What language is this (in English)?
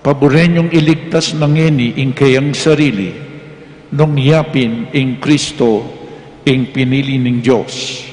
Pampanga